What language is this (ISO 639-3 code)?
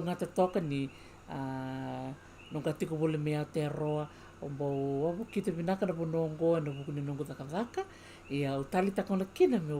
fij